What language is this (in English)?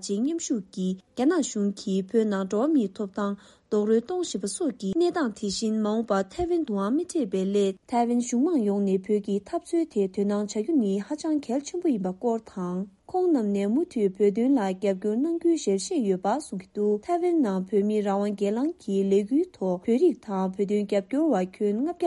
Tibetan